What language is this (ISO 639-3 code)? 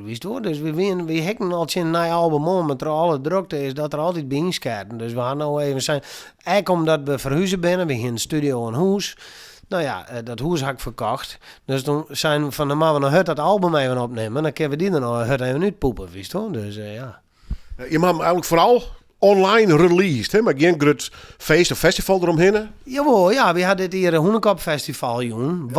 fry